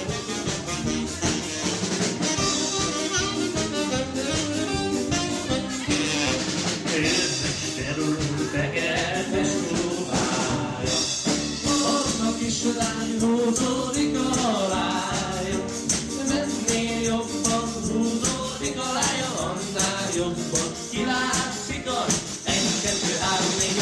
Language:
Hungarian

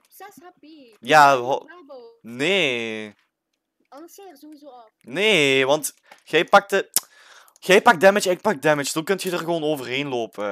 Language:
Dutch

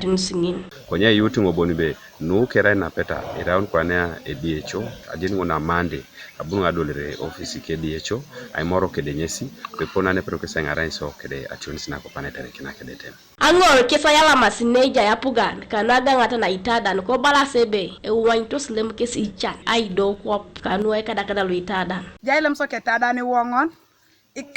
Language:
Teso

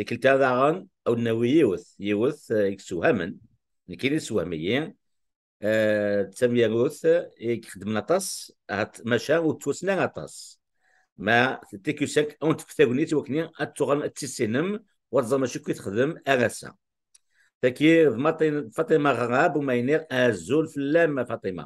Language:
Kabyle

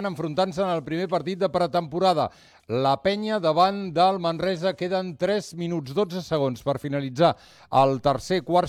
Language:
Catalan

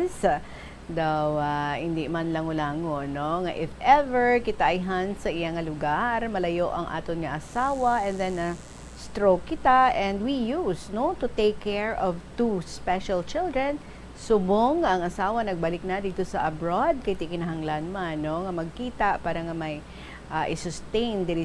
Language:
Hiligaynon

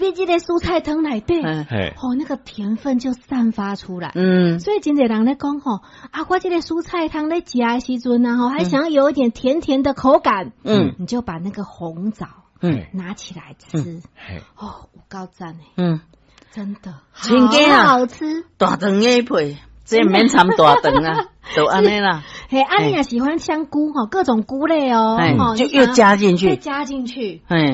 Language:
Min Nan Chinese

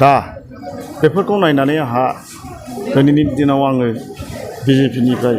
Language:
Bodo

